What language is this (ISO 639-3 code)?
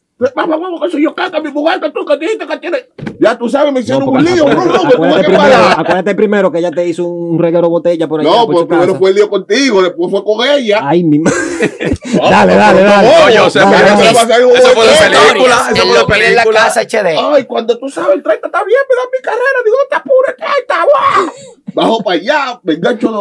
spa